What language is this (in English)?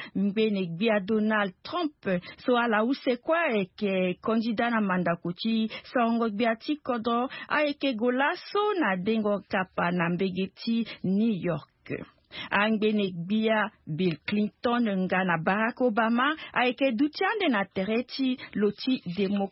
Sango